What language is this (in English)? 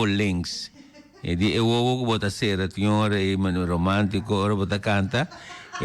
Papiamento